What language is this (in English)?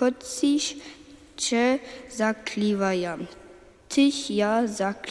Upper Sorbian